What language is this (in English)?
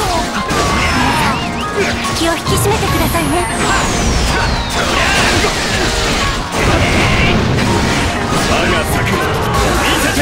Japanese